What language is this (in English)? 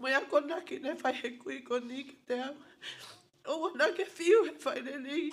Tongan